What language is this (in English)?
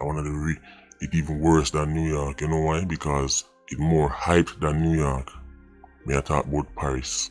Jamaican Creole English